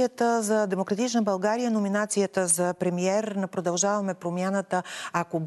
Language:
Bulgarian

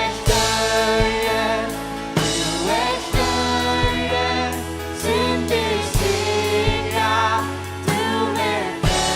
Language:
Faroese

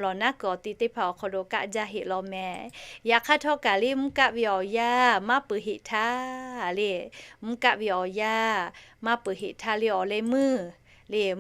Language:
Lahu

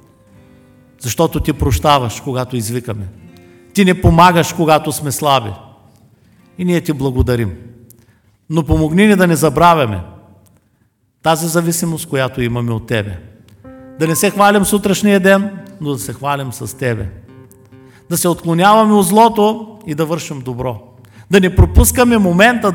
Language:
Bulgarian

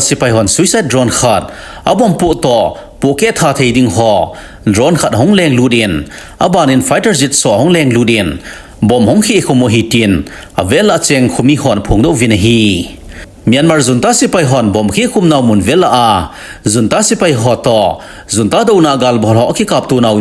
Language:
Thado Chin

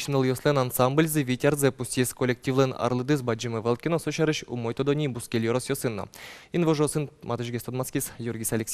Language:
Udmurt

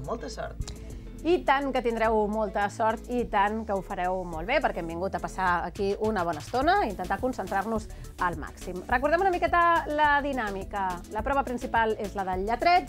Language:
Catalan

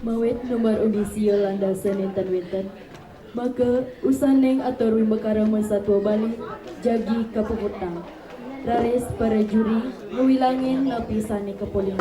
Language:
Balinese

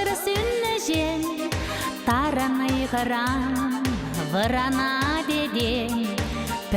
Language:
Chuvash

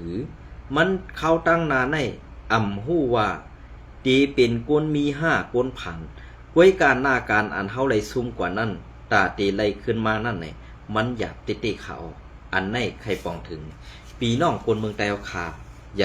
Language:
Shan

